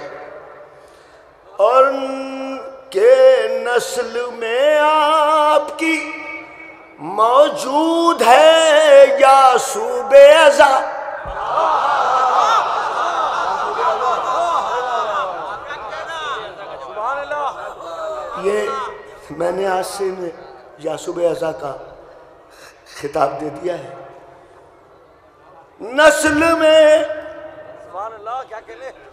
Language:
Urdu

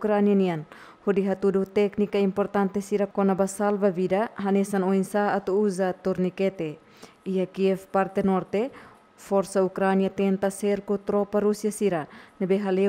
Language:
Tetum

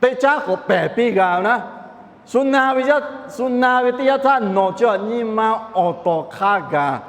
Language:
Lahu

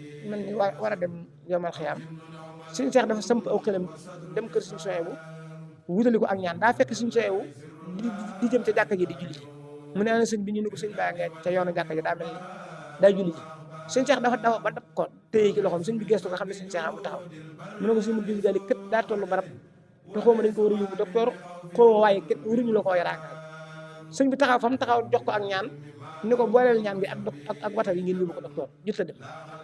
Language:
Wolof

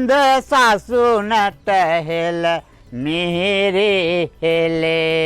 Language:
Sinhala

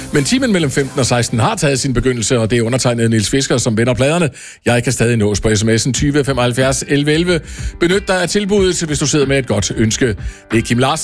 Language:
Danish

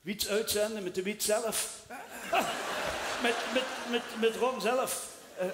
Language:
Limburgish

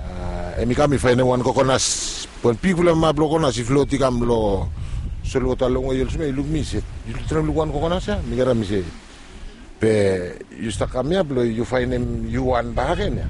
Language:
Bislama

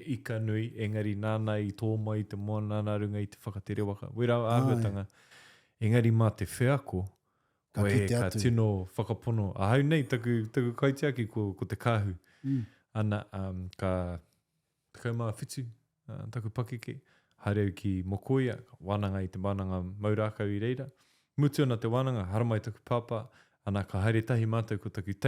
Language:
Māori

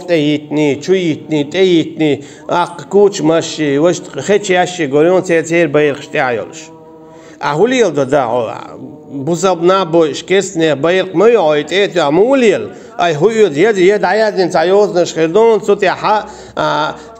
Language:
Chechen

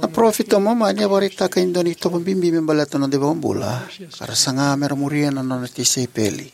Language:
Fijian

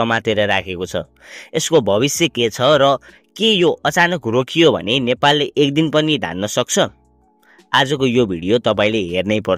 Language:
Nepali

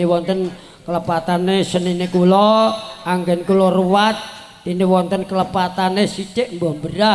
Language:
Javanese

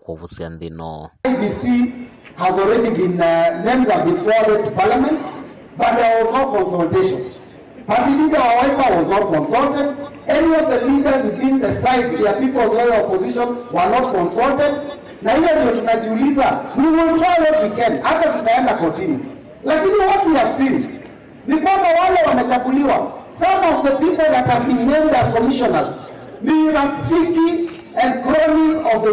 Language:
Kamba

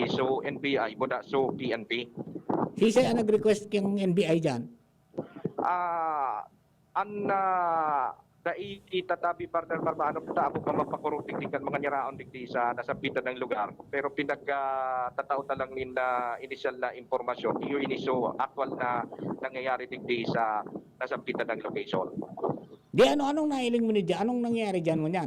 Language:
Bikol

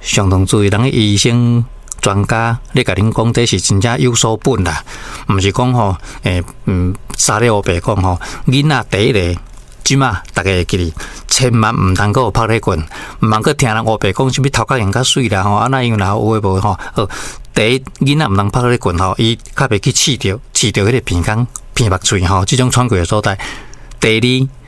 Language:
Min Nan Chinese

